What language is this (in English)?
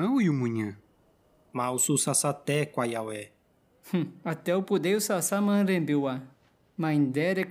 Nheengatu